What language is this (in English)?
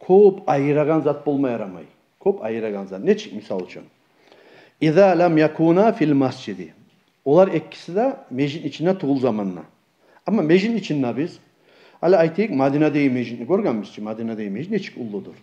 Kumyk